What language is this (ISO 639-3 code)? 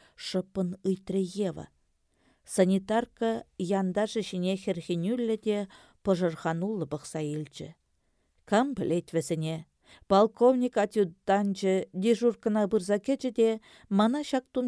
chv